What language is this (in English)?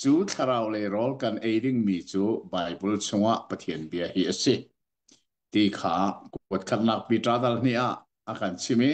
Hakha Chin